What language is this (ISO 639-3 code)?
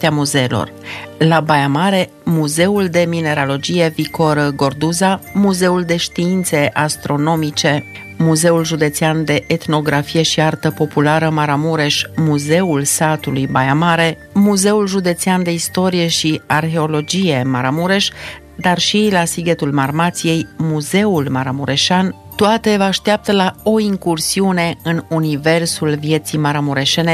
ron